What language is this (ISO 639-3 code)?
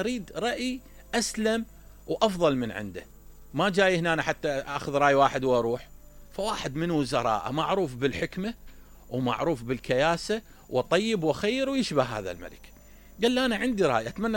acm